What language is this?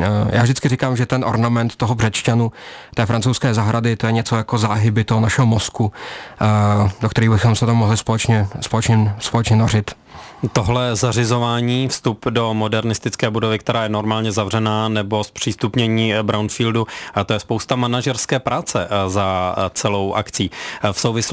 Czech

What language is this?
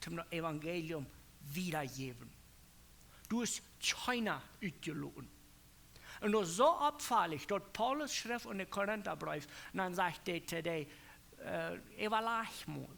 Plautdietsch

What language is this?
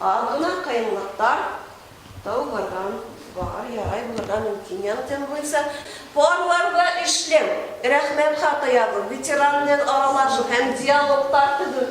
Bashkir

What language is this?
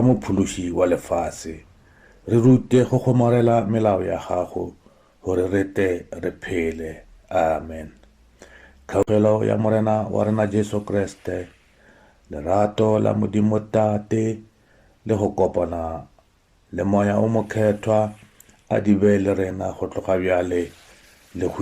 Northern Sotho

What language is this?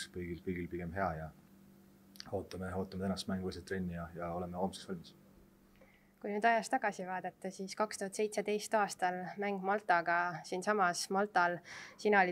Estonian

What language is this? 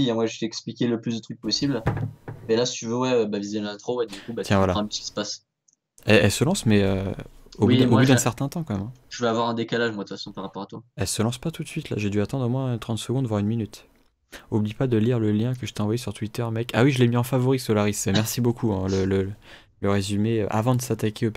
French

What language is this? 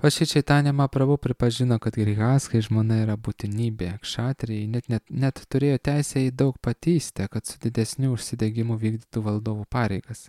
Lithuanian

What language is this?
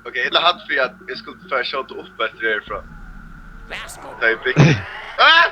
Faroese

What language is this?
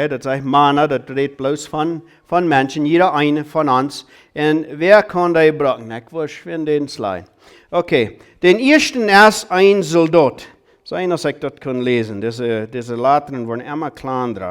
Plautdietsch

